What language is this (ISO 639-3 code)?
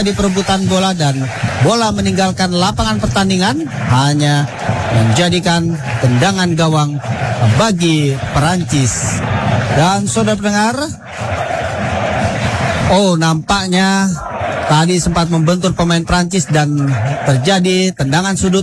ind